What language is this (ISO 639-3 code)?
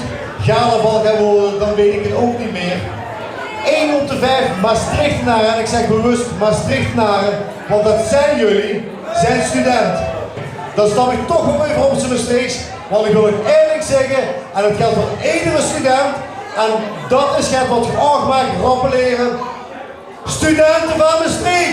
lim